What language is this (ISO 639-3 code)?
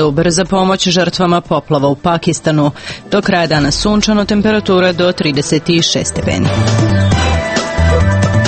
srp